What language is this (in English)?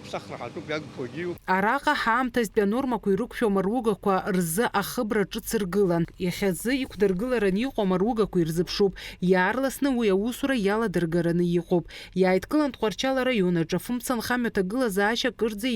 Abkhazian